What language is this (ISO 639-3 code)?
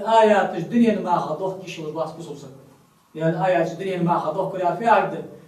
inh